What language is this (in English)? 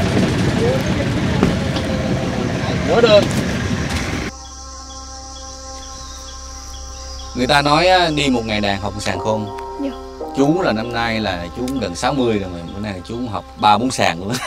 Vietnamese